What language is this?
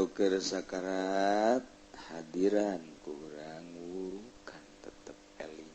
Sundanese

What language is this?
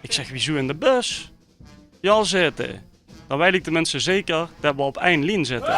Limburgish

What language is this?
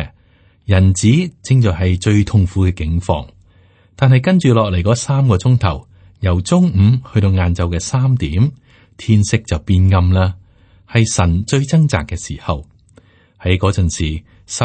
Cantonese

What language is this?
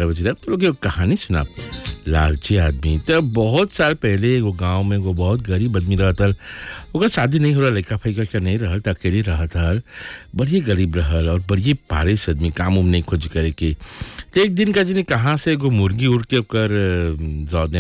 Bhojpuri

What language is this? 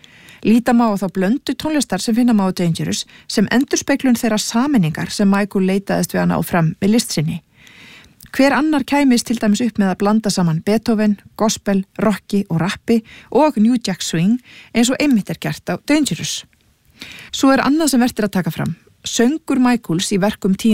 Icelandic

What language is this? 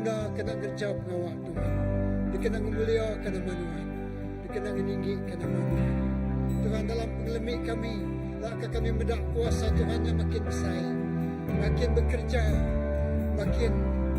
Iban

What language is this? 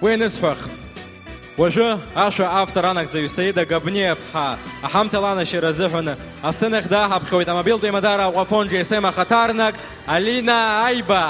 Abkhazian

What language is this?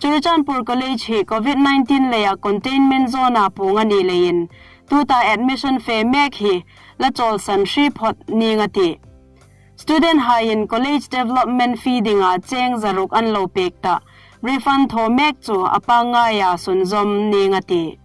Hmar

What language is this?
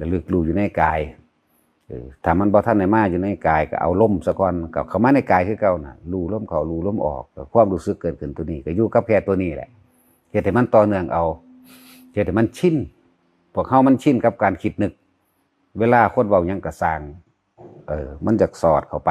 Northeastern Thai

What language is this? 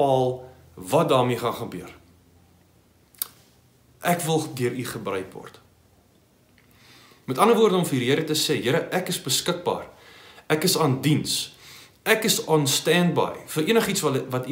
Afrikaans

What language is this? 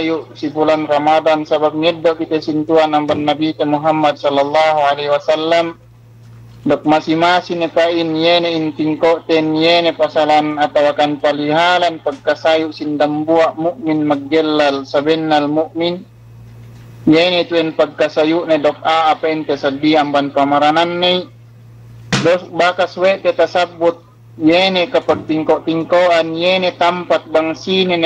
Yakan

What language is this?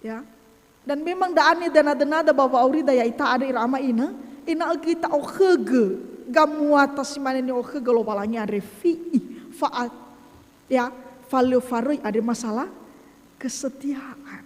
Nias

